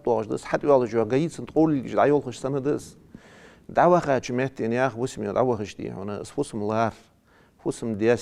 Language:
Ingush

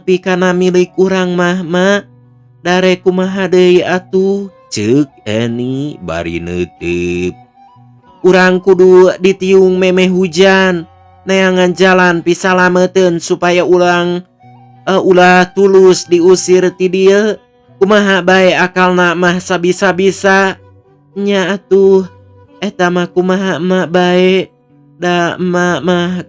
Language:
Sundanese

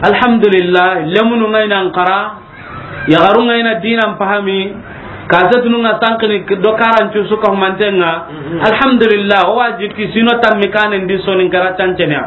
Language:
Soninke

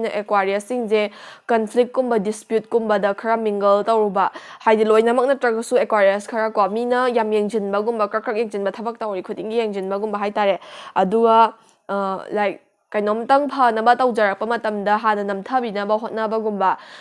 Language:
Manipuri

